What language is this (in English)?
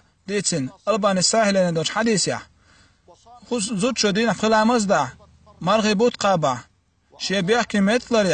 Chechen